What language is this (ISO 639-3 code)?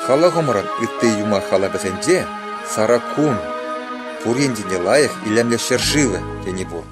chv